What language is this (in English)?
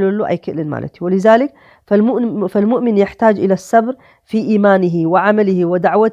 Tigrinya